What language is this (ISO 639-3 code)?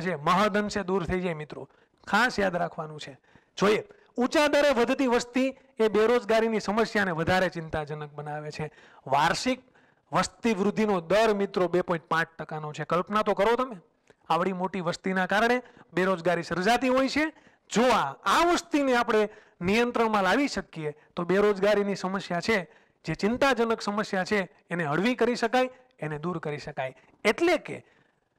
guj